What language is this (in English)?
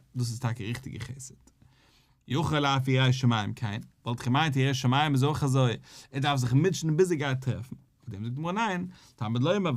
Yiddish